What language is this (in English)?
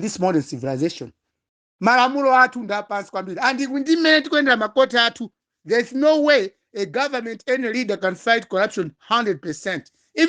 Nyanja